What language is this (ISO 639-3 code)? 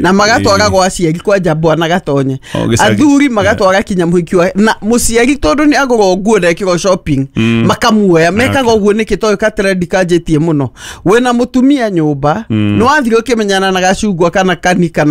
kik